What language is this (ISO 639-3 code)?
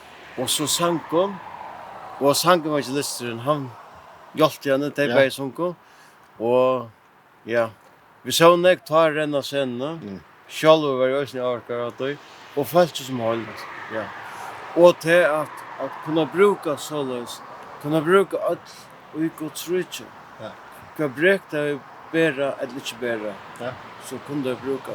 fao